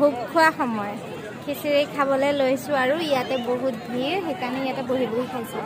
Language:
Assamese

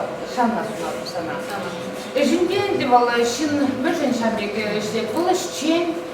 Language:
Chuvash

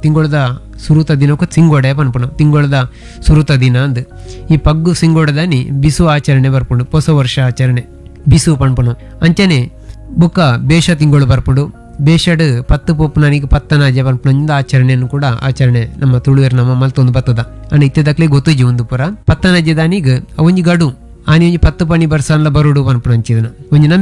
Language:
Tulu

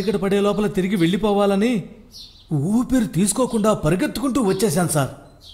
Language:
Telugu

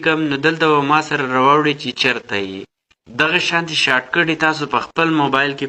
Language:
Pashto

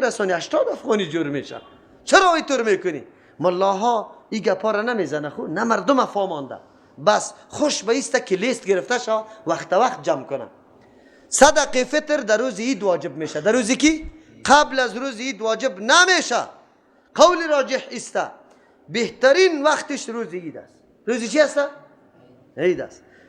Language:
Persian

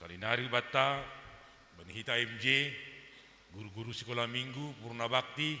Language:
Batak Simalungun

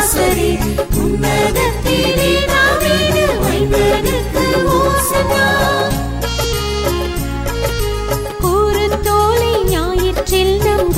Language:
Tamil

